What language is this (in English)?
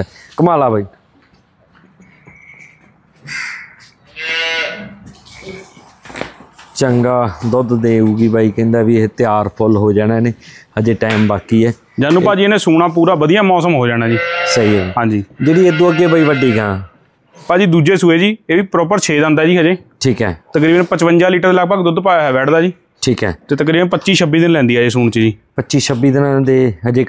Punjabi